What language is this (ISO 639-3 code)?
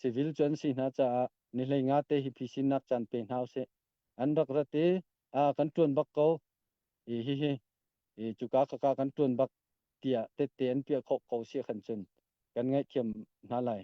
cnh